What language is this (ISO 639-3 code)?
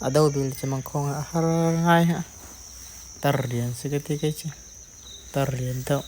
cnh